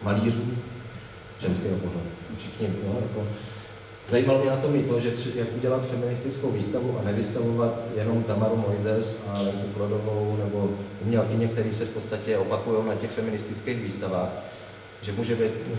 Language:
Czech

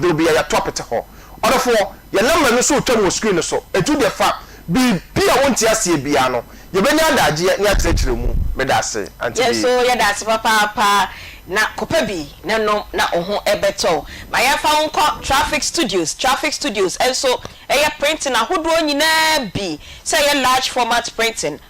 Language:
Akan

